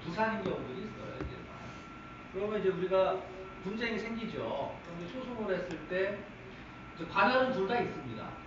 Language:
Korean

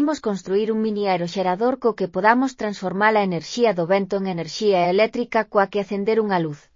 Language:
Galician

